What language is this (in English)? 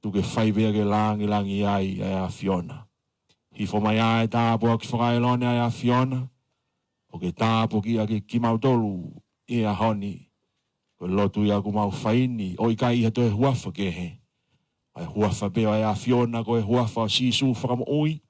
Tongan